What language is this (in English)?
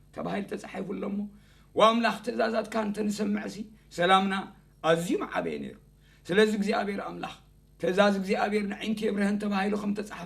Tigrinya